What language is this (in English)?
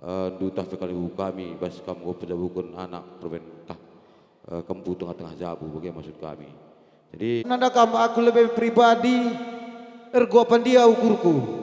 Batak Karo